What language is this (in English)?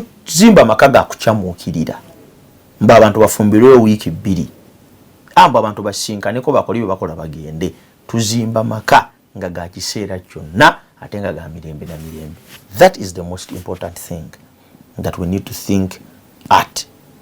Ganda